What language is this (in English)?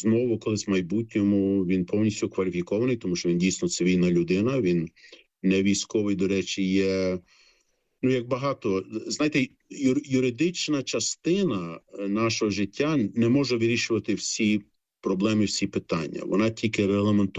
Ukrainian